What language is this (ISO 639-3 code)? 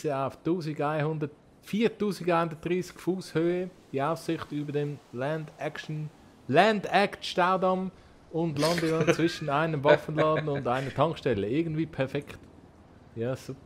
gsw